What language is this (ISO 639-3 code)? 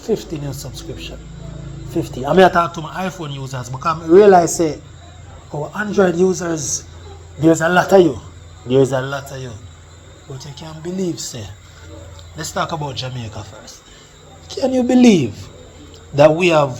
jam